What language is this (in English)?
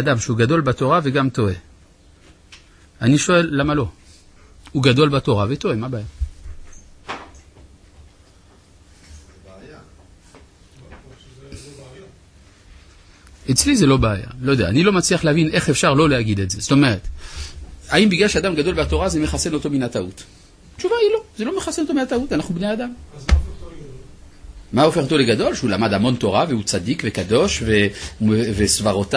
Hebrew